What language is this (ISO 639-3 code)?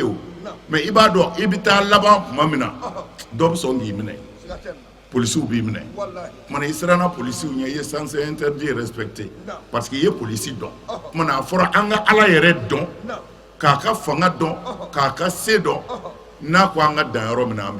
bam